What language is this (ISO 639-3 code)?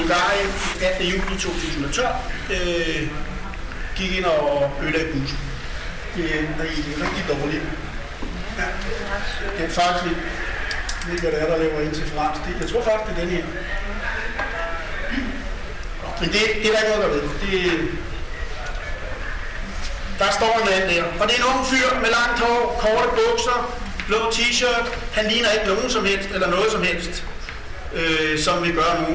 dan